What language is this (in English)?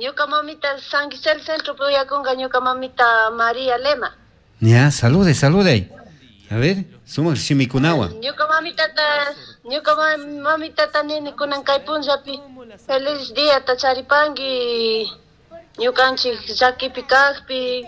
Chimborazo Highland Quichua